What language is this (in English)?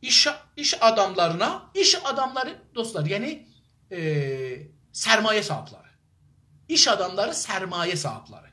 South Azerbaijani